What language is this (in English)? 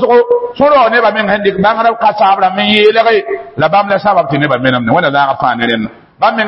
Mossi